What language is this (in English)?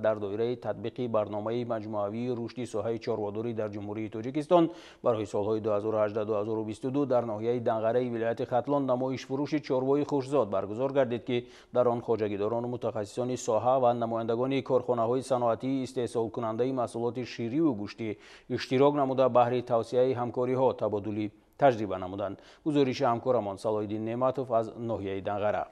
Tajik